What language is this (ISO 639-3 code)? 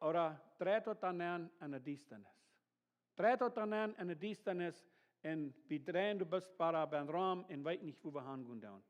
pdt